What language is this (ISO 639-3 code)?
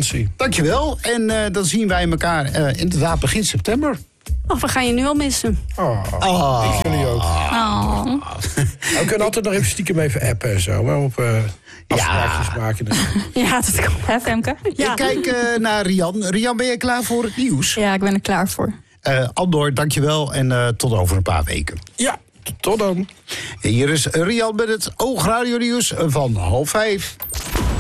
nld